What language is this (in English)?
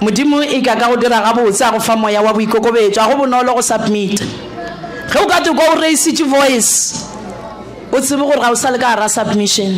Northern Sotho